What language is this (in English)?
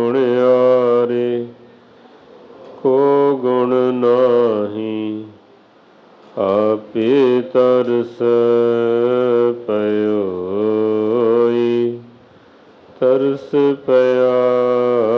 Punjabi